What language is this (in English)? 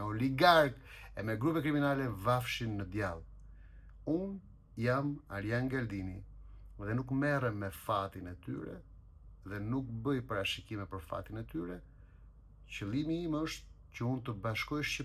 Albanian